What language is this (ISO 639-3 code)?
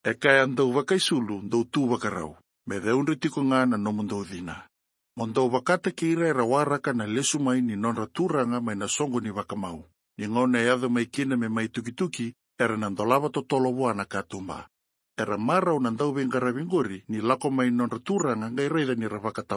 fij